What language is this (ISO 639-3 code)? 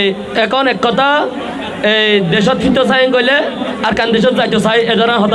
rhg